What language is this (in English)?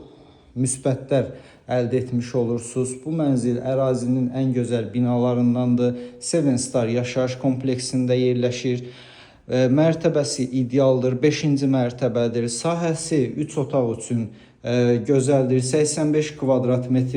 Azerbaijani